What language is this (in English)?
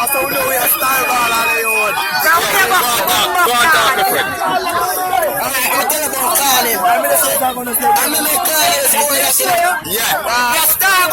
Jamaican Creole English